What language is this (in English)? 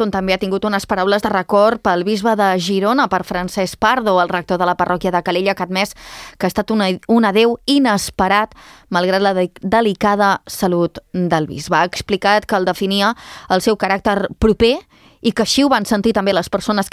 Catalan